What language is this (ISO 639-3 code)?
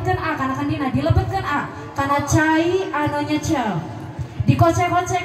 sun